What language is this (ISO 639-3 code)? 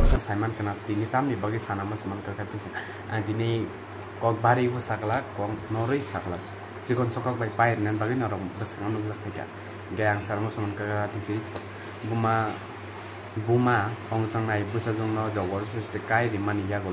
trp